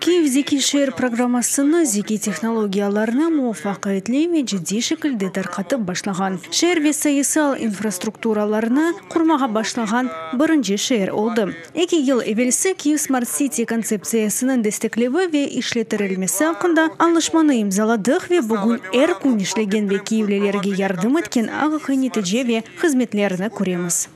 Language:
Crimean Tatar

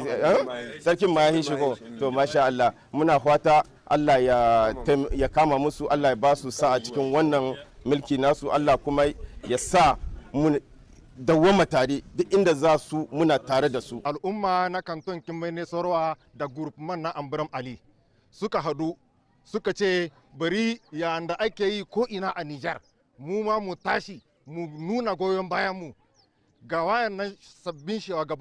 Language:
Hausa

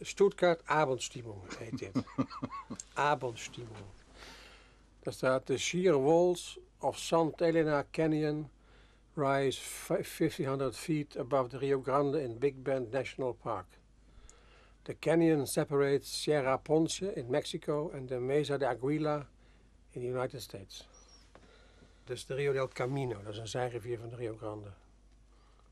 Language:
Dutch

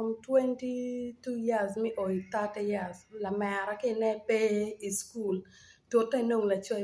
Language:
Acoli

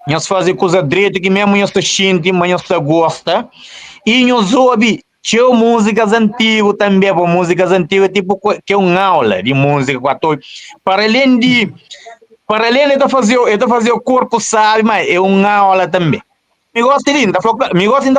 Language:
Kabuverdianu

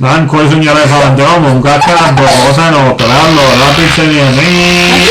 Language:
Sicilian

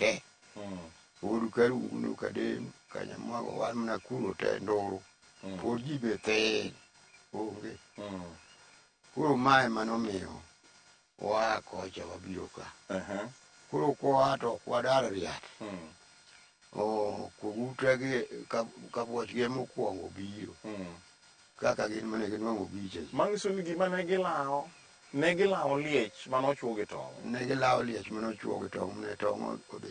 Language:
Luo (Kenya and Tanzania)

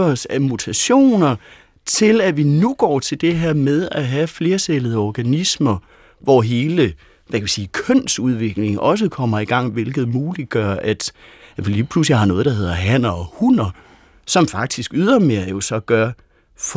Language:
Danish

